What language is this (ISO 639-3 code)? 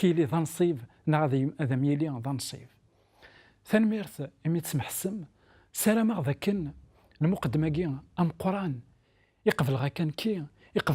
kab